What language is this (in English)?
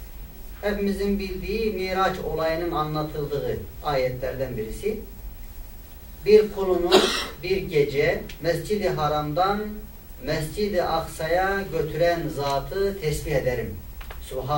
Turkish